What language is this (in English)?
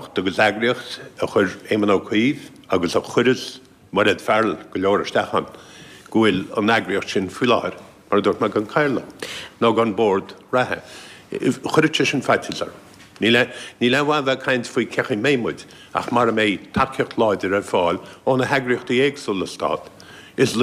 Irish